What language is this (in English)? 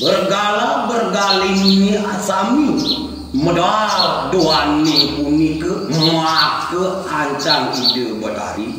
Balinese